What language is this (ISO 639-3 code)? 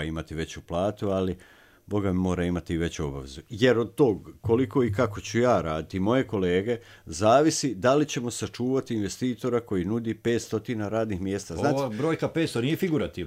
srp